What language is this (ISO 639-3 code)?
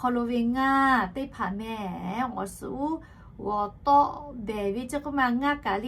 lhu